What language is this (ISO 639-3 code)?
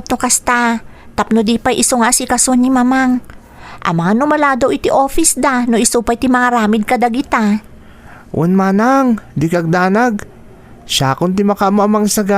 ilo